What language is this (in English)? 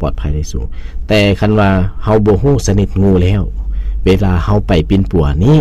Lao